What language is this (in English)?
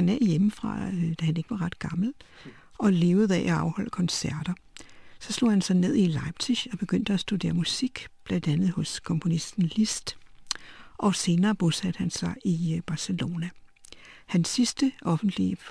Danish